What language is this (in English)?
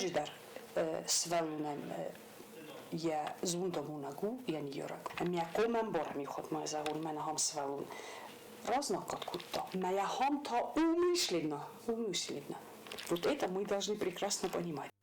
Ossetic